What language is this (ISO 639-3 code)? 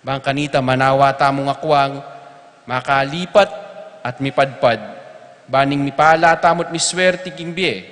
pam